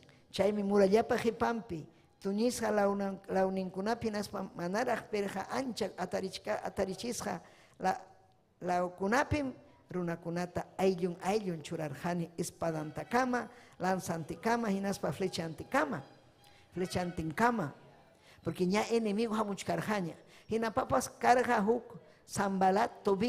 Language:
Ayacucho Quechua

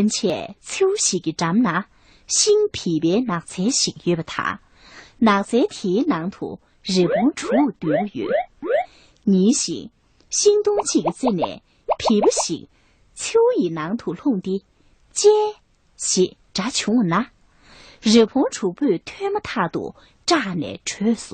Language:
Tibetan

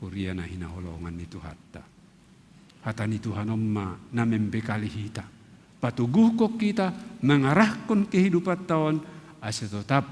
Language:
Batak Simalungun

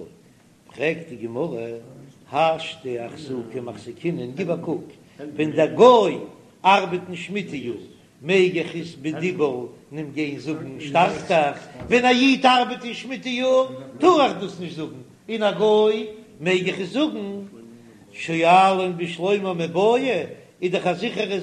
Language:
Yiddish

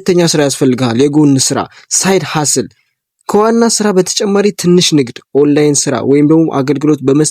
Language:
Amharic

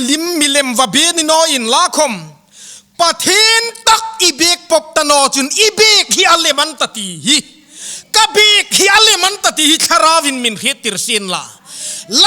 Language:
Hmar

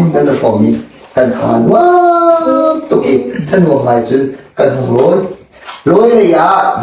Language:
Hakha Chin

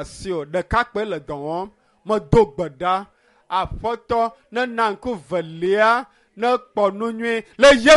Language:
Ewe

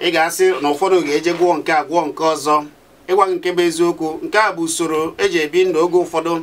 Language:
Igbo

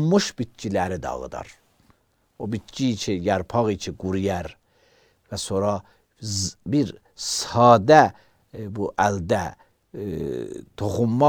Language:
Azerbaijani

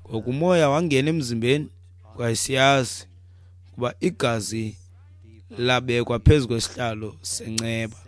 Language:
Xhosa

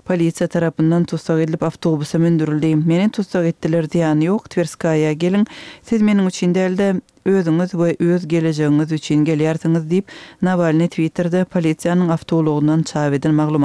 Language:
Turkmen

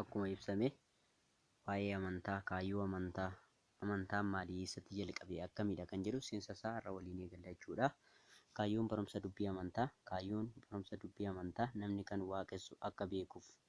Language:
Oromo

